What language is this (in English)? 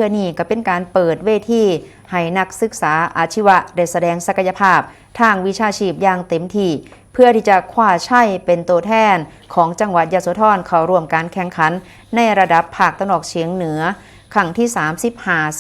Lao